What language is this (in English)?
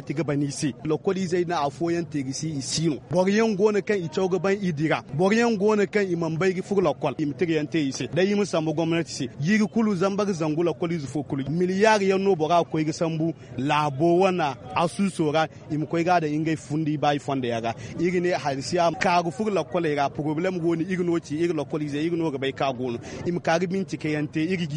Zarma